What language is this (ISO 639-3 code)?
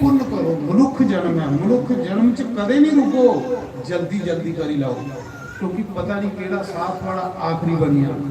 doi